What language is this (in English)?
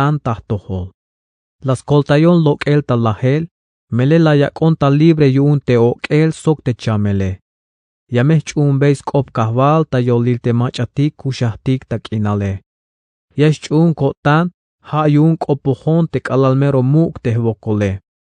Tzeltal